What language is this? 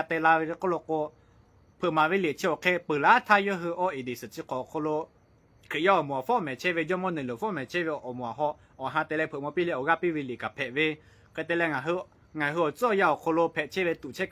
Lahu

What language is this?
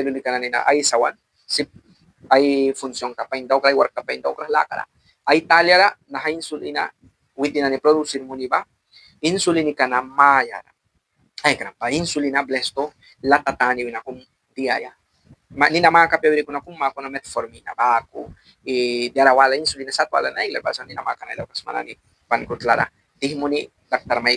Mískito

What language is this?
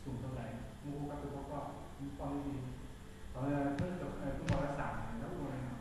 Hmong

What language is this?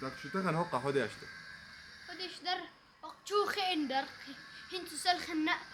Chechen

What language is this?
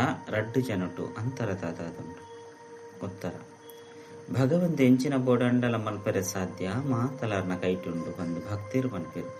Tulu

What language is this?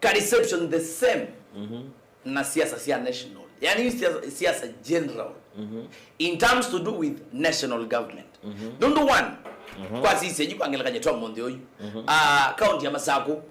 Kamba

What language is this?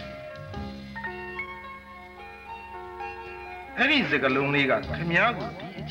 Burmese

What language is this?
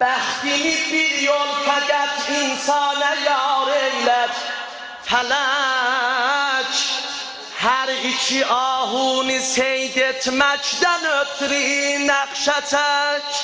South Azerbaijani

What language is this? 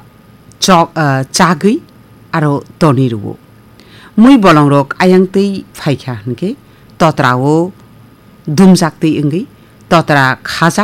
Kok Borok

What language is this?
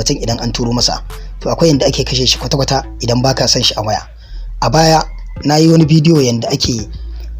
Hausa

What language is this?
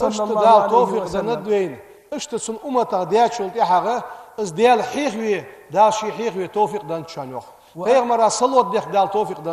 Ingush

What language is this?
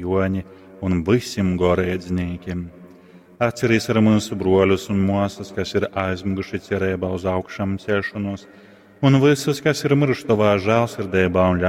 Latgalian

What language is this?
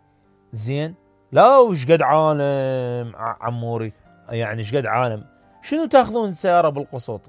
Mesopotamian Arabic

